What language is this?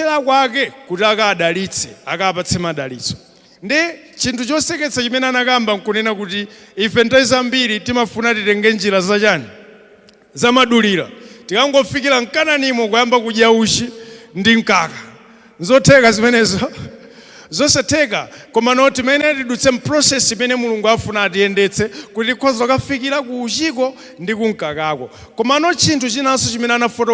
Nyanja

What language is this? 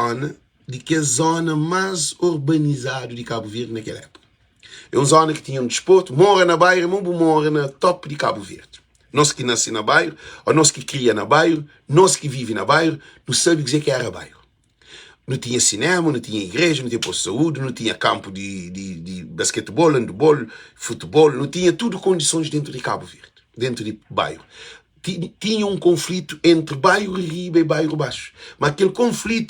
Kabuverdianu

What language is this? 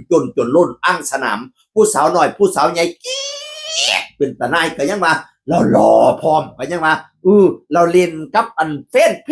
Northeastern Thai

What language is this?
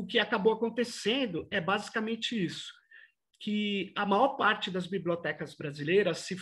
Portuguese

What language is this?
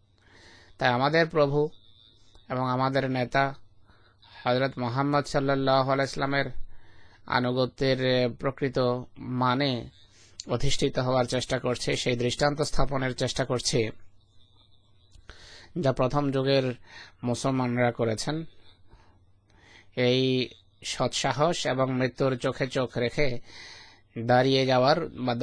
Bangla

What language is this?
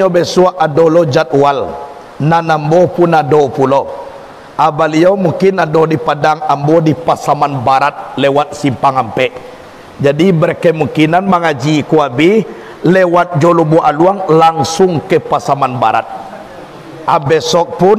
Minangkabau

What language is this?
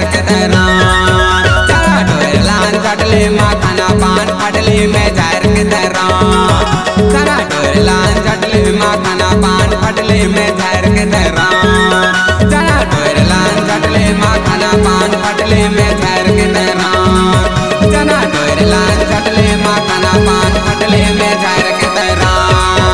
Chhattisgarhi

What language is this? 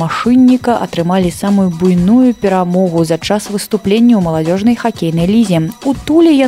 Belarusian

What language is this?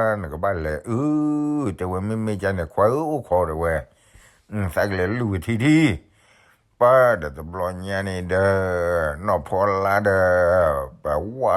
S'gaw Karen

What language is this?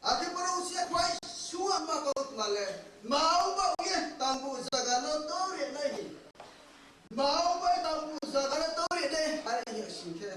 Riang (India)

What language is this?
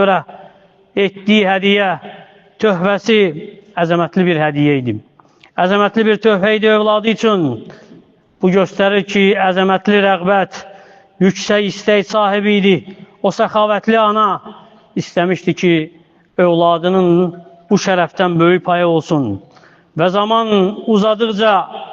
Azerbaijani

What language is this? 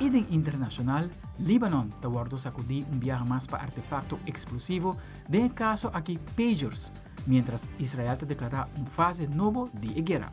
Papiamento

